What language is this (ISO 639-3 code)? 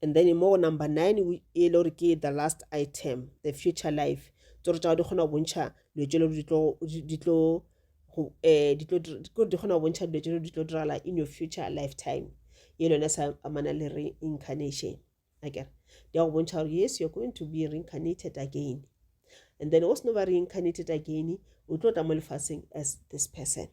nso